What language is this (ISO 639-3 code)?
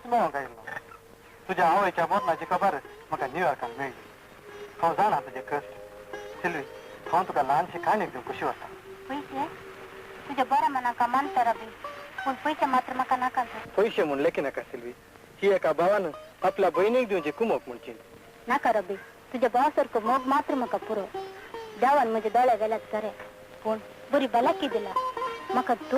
kok